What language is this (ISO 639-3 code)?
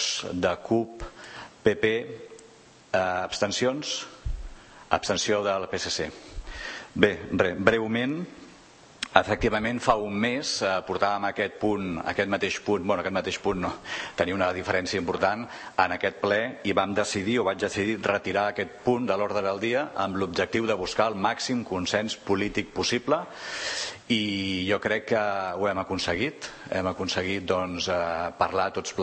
cat